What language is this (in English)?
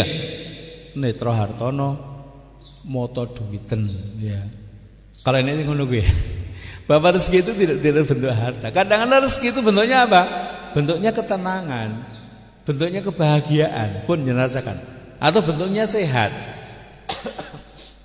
Indonesian